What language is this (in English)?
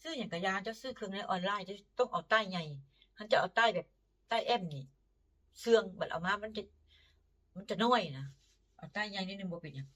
Northeastern Thai